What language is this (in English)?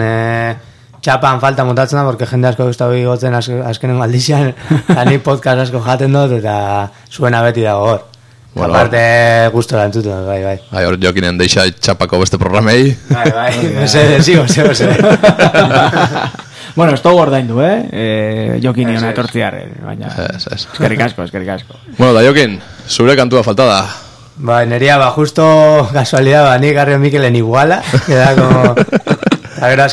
Basque